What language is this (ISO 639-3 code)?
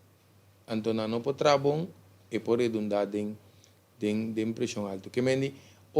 pap